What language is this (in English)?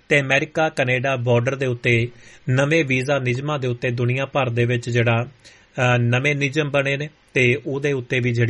Punjabi